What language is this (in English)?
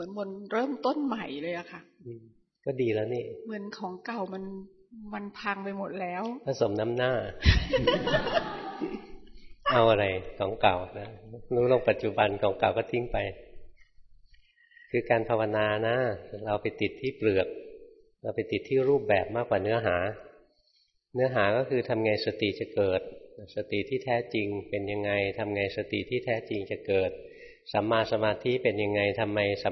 Thai